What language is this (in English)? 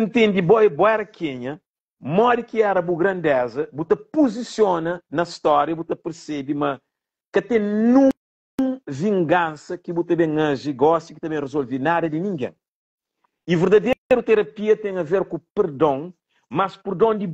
Kabuverdianu